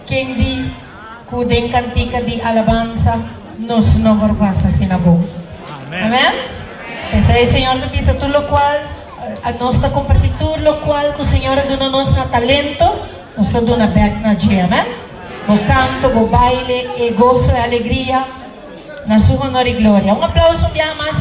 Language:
Papiamento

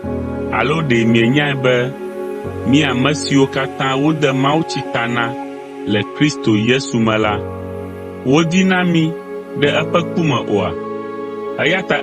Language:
Ewe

